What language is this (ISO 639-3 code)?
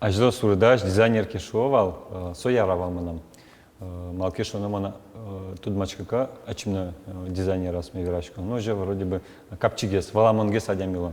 udm